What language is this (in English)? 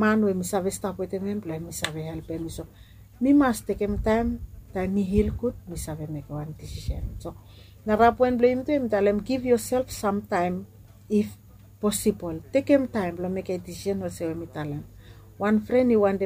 Bislama